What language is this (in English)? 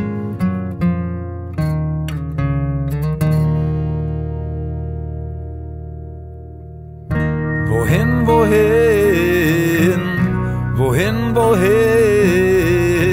German